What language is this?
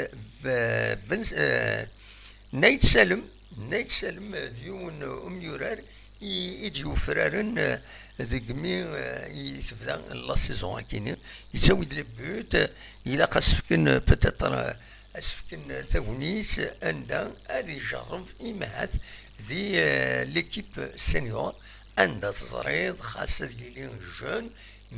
Kabyle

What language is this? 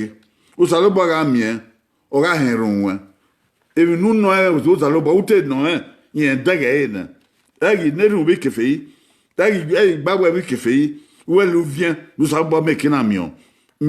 Bini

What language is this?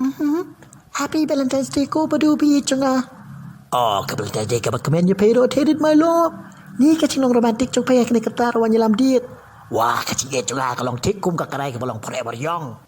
Khasi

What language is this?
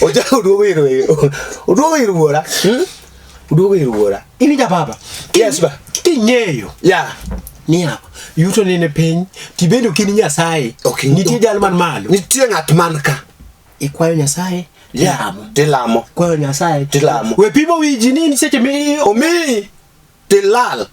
Luo (Kenya and Tanzania)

